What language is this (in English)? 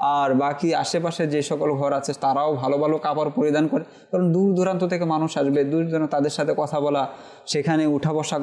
Bangla